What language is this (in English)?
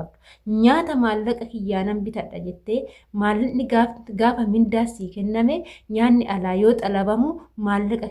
Oromo